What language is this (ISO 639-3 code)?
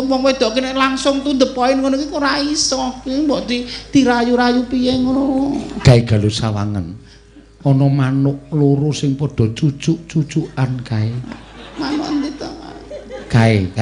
jav